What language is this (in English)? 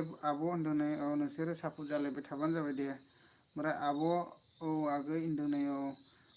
Bodo